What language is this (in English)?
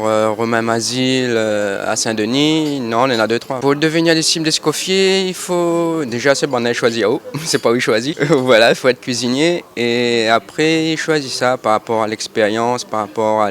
Réunion Creole French